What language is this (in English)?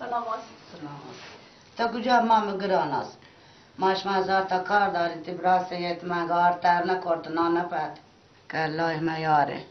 Baluchi